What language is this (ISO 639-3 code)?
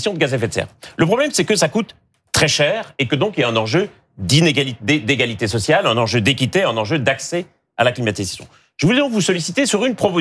fra